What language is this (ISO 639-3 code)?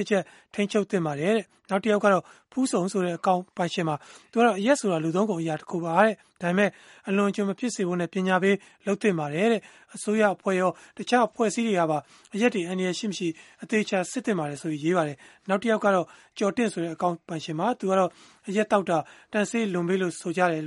mya